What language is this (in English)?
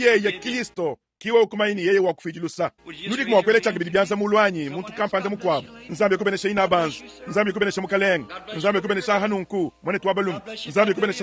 Luba-Lulua